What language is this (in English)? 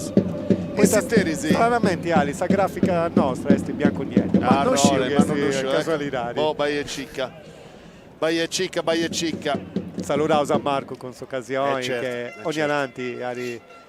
Sardinian